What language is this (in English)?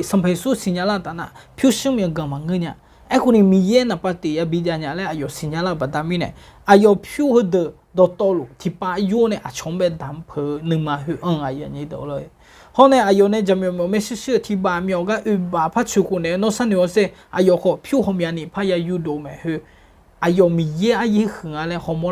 Akha